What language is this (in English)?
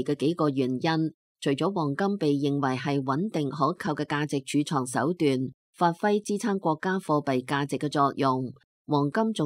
Cantonese